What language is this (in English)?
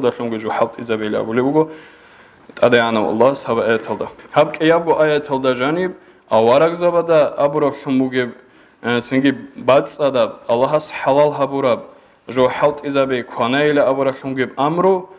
Avaric